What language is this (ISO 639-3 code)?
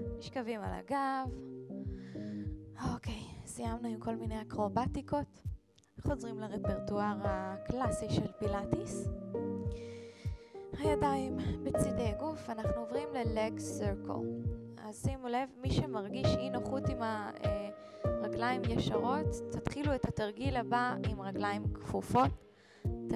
heb